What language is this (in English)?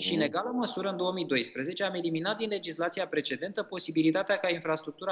Romanian